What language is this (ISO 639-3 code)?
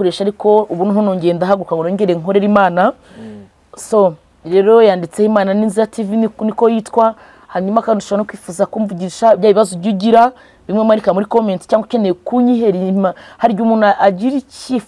kin